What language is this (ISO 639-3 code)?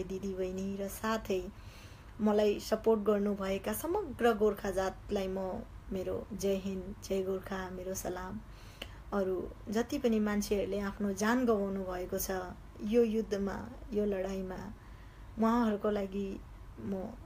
nep